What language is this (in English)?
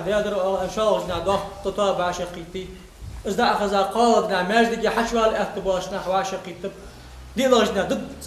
Ingush